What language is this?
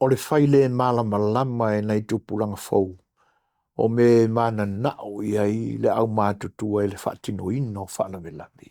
Samoan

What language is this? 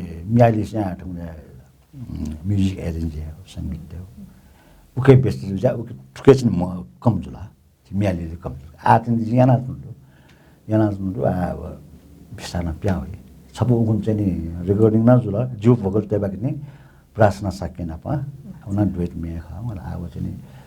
Newari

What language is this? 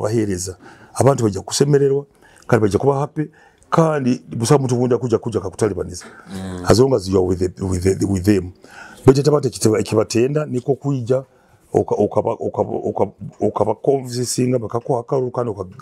Nyoro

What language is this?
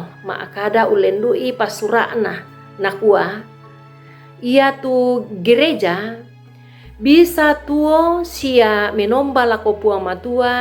Toraja-Sa'dan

